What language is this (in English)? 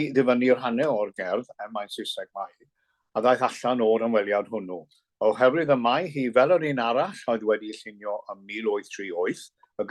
Welsh